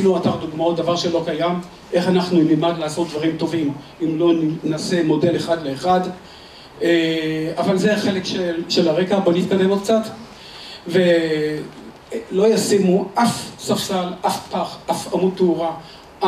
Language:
Hebrew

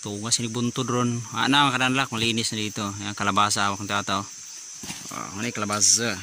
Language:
Cebuano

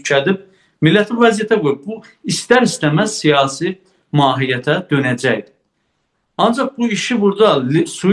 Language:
South Azerbaijani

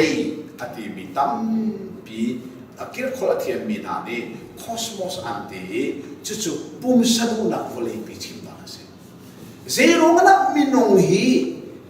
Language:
Hakha Chin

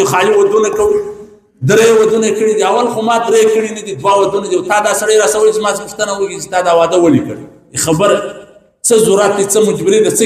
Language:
Pashto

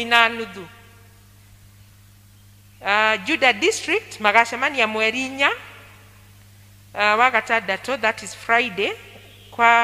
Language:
Kikuyu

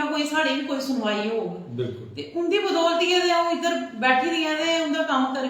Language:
Dogri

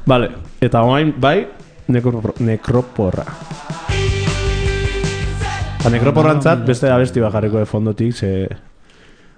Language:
Basque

